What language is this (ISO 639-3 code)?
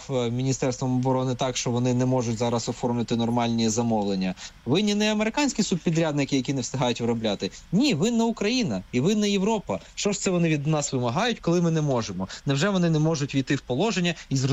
ukr